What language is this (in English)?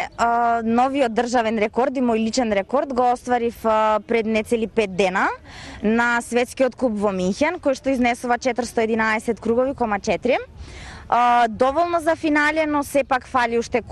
Macedonian